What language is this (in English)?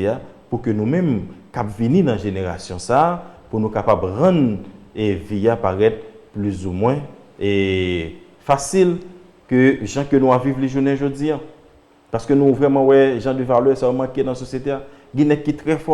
Haitian Creole